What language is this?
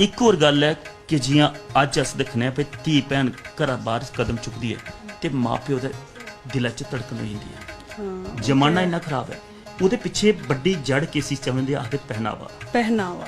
Dogri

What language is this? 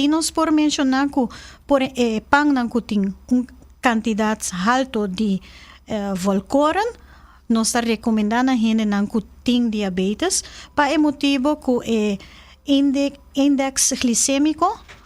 Papiamento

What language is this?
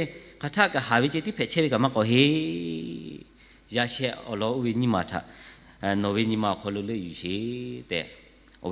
Lahu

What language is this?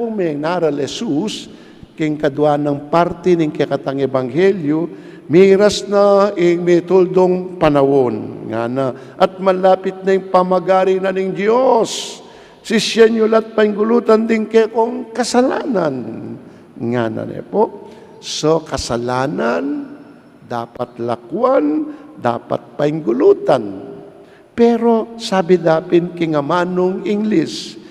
Pampanga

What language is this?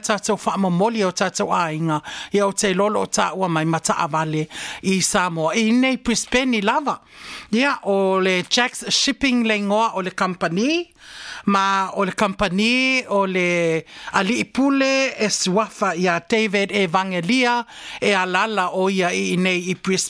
Samoan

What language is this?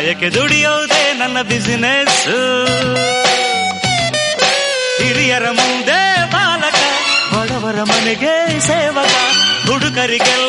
Kannada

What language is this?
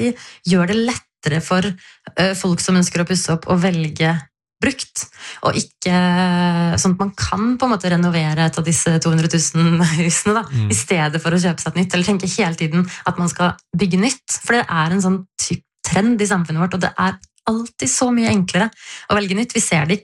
Norwegian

